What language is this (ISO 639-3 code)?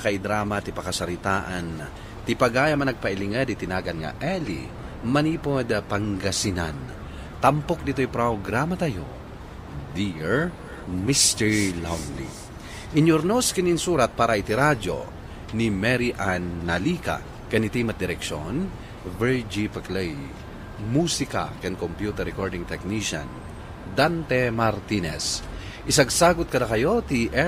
ilo